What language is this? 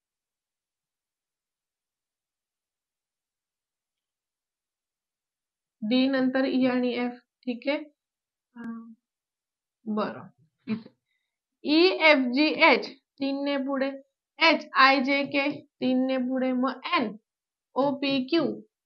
Marathi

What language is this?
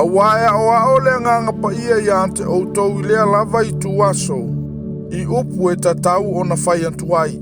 Samoan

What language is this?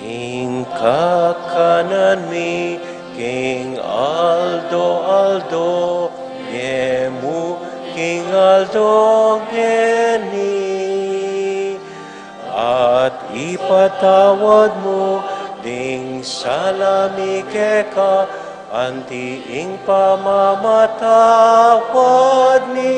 Pampanga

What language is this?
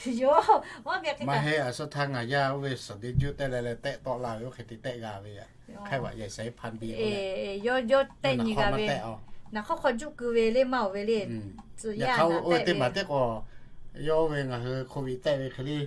Lahu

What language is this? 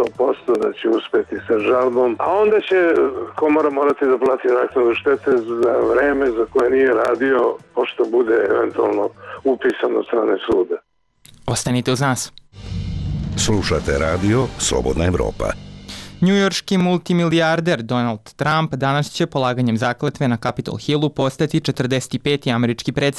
Serbian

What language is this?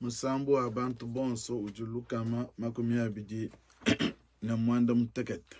Luba-Lulua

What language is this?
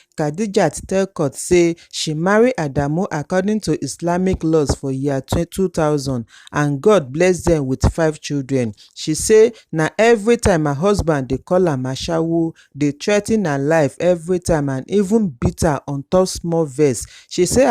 Nigerian Pidgin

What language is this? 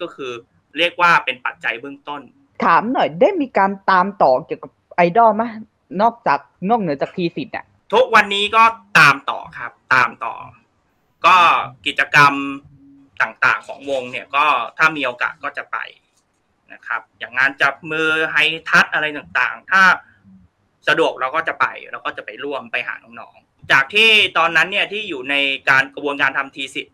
Thai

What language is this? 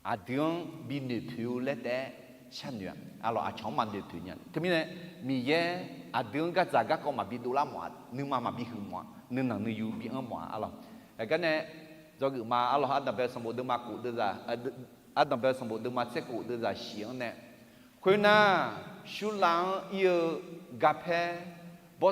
Akha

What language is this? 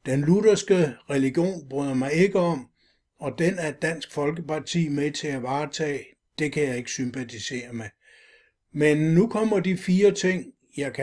Danish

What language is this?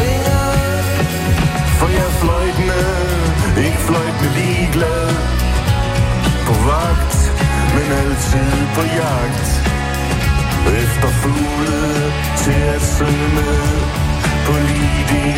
Danish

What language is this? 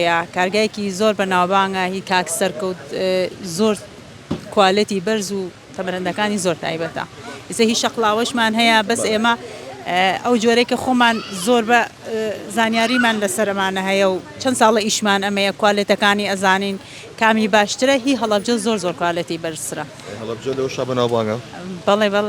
Central Kurdish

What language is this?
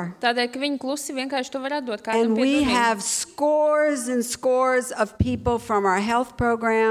Latvian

